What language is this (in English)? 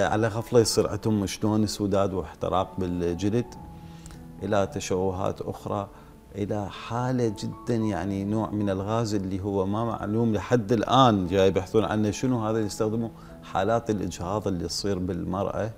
Mesopotamian Arabic